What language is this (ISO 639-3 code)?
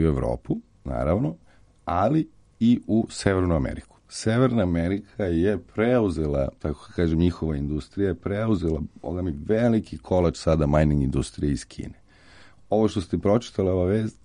srp